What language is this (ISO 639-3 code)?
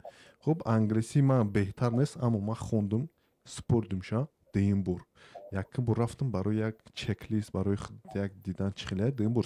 tgk